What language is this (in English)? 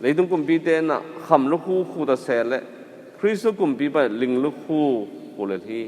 Tedim Chin